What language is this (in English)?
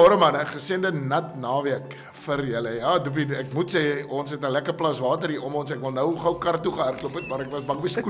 Afrikaans